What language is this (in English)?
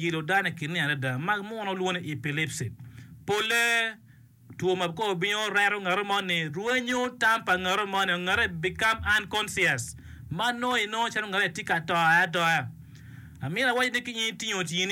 Acoli